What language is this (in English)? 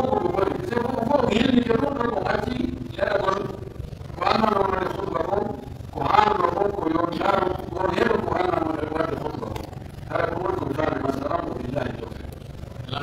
Pular